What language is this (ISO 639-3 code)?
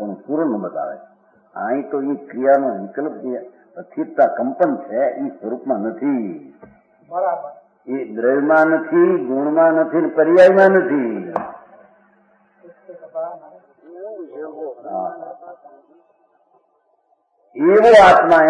guj